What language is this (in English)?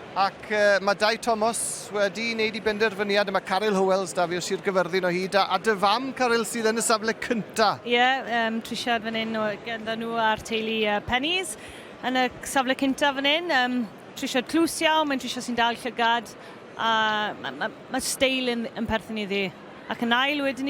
Welsh